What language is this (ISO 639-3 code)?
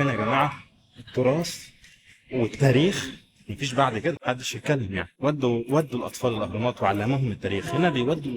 arz